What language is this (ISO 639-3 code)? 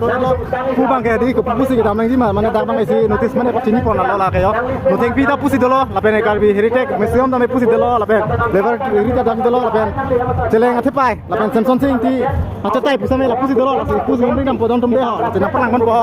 mjw